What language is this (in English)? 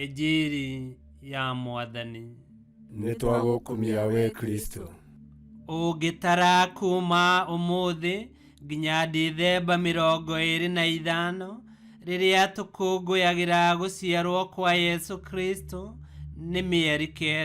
Kikuyu